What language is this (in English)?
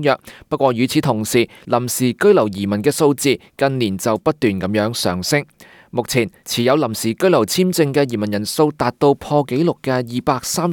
Cantonese